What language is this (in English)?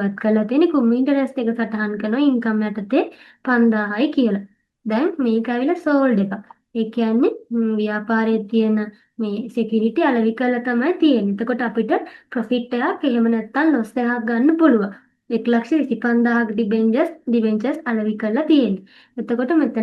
Sinhala